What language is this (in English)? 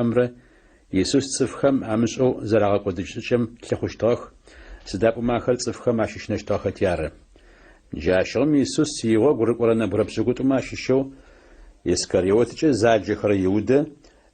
Adyghe